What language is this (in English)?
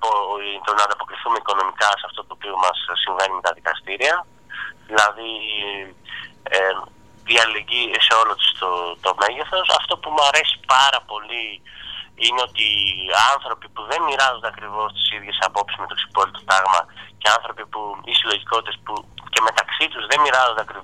Greek